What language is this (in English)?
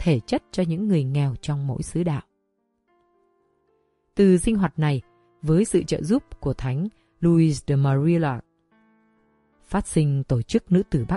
Vietnamese